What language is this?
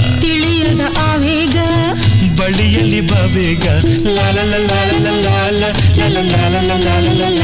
Kannada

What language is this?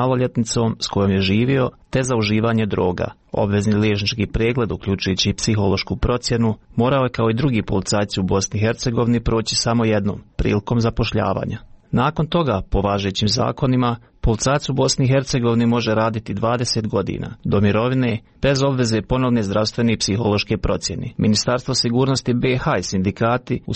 Serbian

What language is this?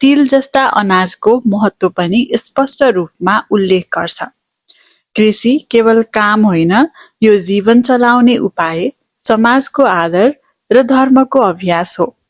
Nepali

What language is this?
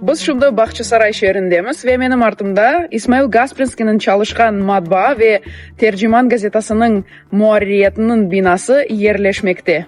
Crimean Tatar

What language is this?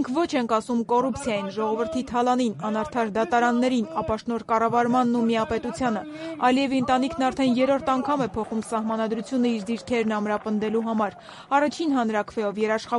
Armenian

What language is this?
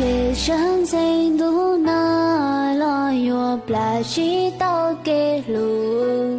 Hmong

